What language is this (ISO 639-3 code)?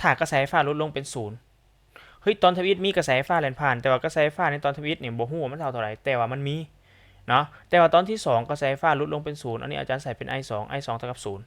lao